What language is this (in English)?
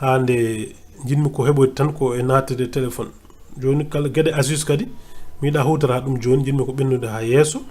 Fula